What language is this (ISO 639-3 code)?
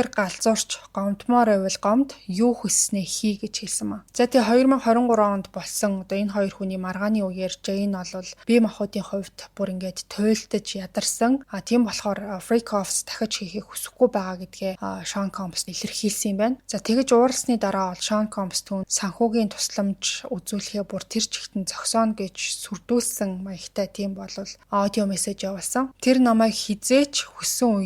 mon